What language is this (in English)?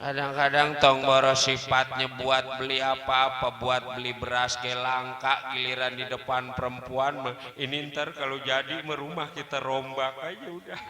Betawi